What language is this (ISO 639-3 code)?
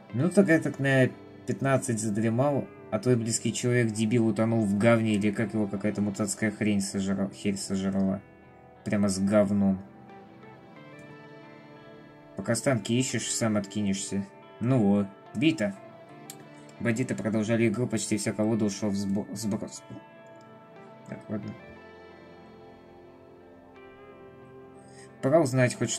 rus